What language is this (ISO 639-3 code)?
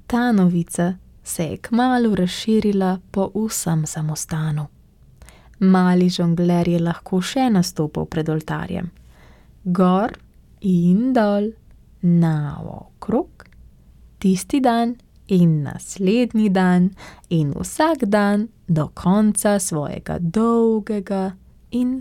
slv